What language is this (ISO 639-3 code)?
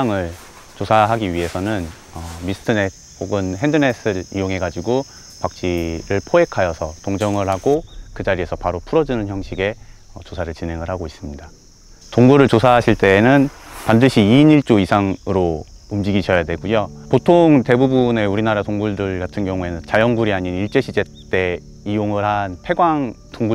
kor